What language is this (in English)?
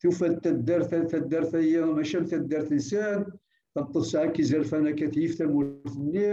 Kabyle